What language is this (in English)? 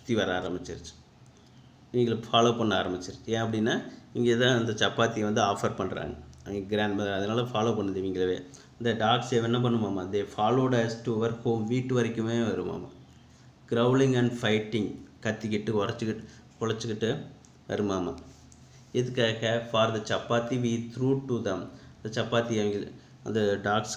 Tamil